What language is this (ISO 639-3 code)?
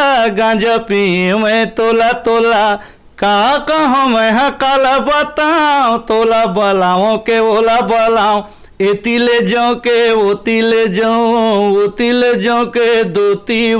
hne